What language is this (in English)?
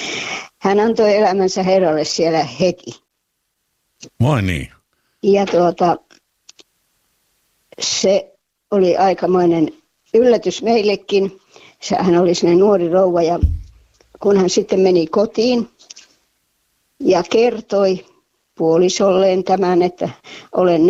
Finnish